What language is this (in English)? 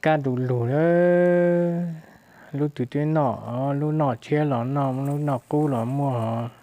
Hmong